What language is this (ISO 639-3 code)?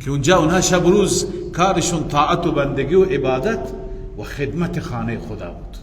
fas